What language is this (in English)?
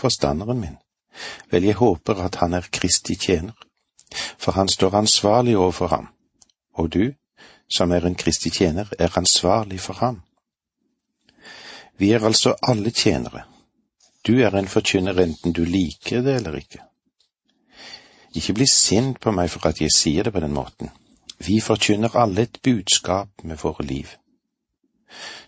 Norwegian